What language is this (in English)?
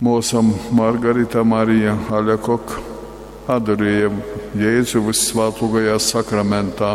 Latgalian